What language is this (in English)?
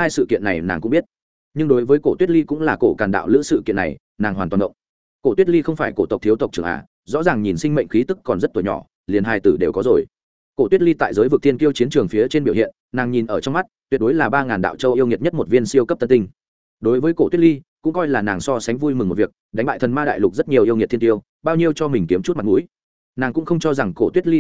Vietnamese